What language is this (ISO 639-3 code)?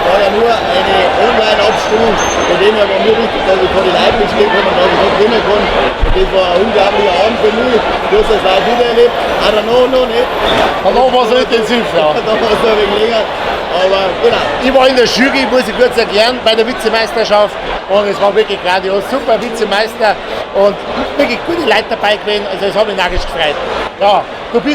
bar